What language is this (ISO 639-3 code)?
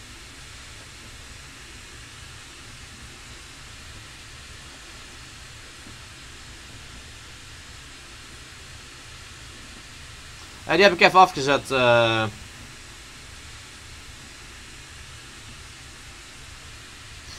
nld